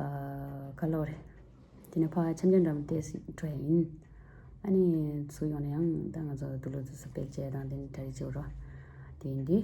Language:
Tibetan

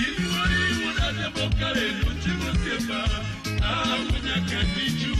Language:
Luo (Kenya and Tanzania)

